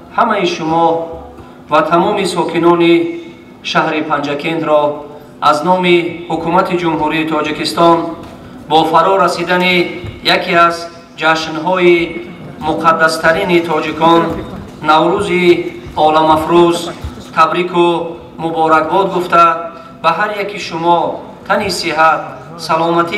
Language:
Tajik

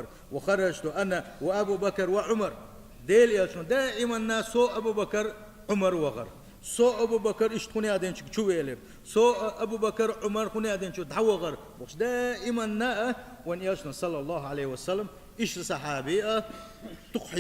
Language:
Chechen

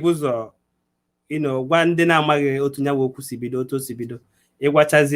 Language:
Igbo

